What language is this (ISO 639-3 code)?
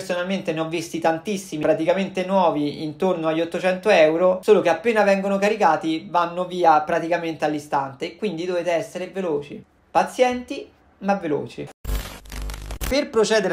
ita